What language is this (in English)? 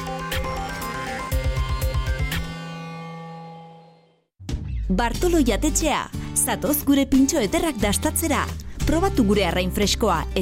Basque